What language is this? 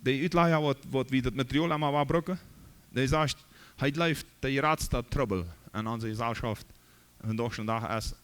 Plautdietsch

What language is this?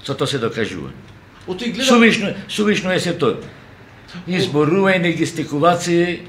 Macedonian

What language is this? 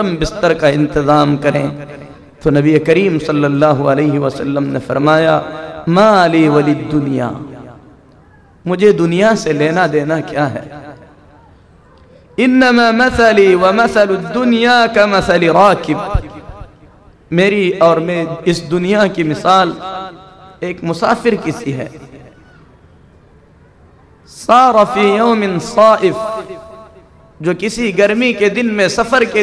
Urdu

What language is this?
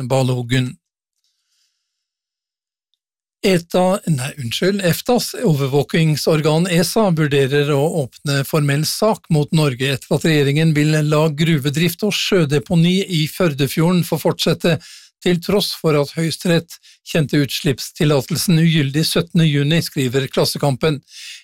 Norwegian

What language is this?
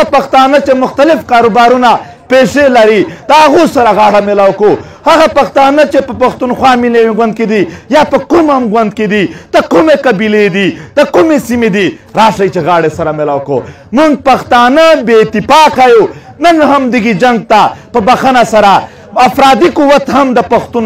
Pashto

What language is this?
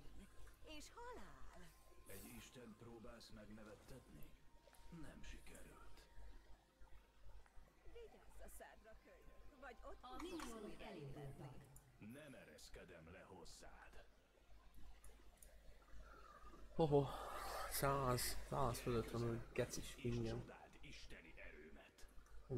Hungarian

